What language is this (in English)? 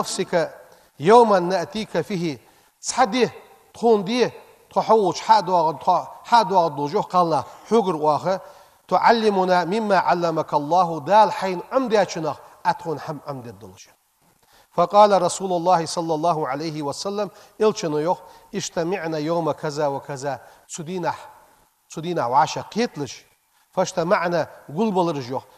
Ingush